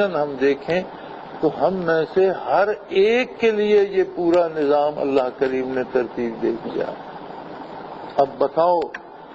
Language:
Urdu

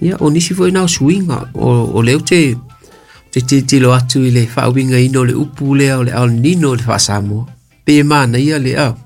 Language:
Samoan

